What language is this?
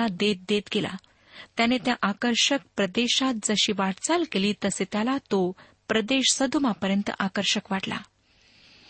Marathi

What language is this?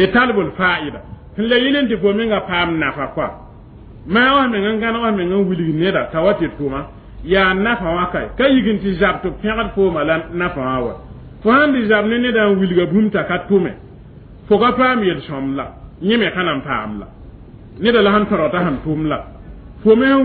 Mossi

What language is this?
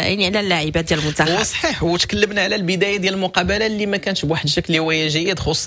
Moroccan Arabic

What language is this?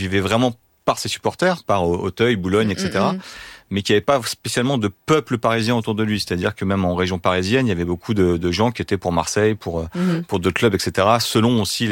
French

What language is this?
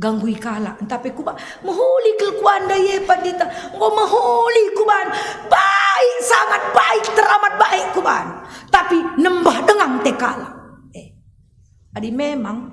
Batak Karo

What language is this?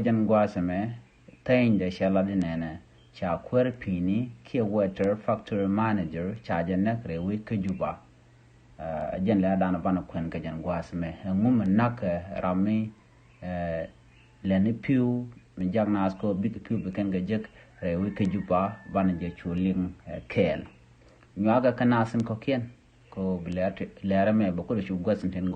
Nuer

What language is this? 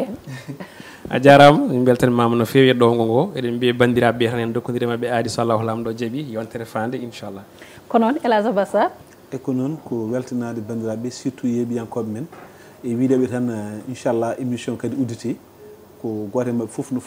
Fula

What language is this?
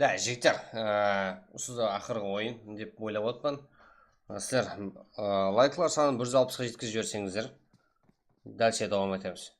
Kara-Kalpak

